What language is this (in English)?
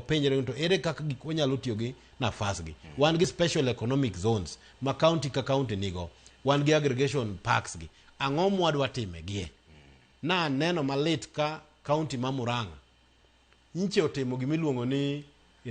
Luo (Kenya and Tanzania)